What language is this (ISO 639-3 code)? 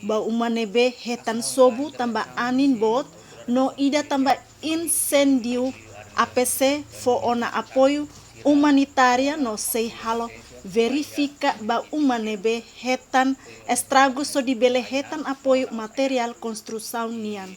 tet